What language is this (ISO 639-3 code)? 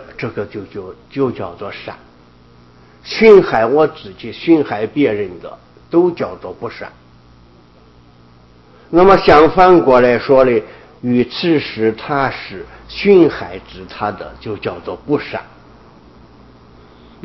zho